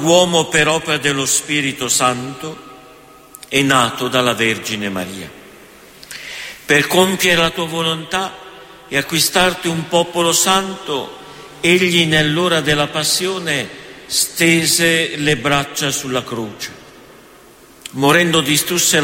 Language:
Italian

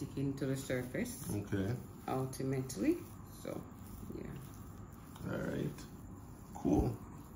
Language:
Jamaican Creole English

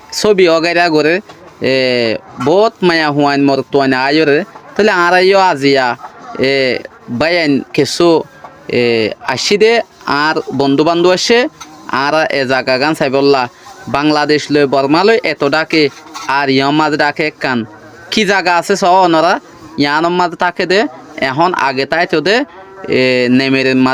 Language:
Rohingya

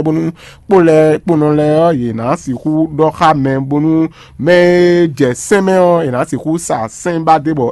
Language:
Fon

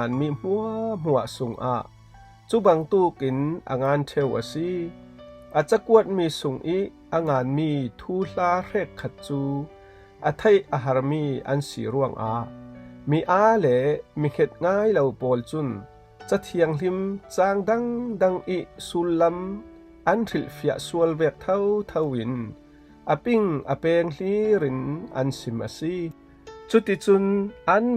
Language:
Falam Chin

